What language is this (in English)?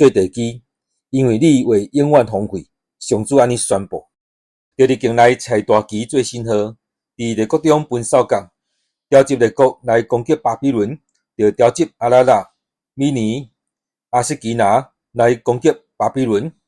Min Nan Chinese